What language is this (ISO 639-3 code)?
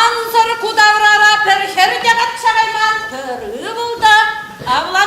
chv